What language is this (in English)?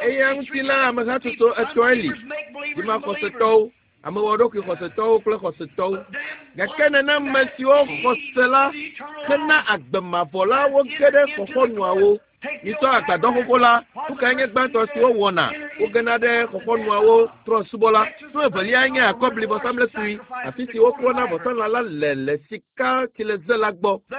Ewe